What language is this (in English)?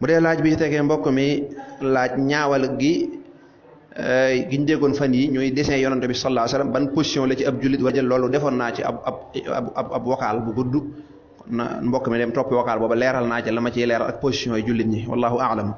Wolof